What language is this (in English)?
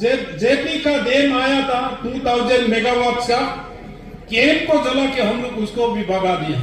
Adi